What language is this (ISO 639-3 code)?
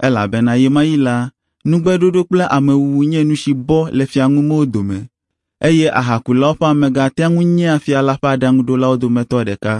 ewe